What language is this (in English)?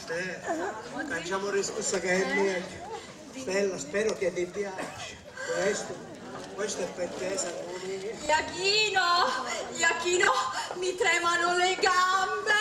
Sicilian